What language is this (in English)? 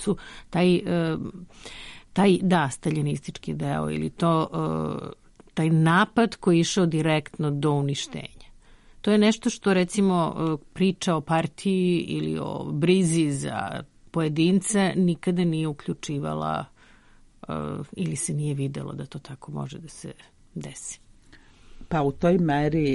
Serbian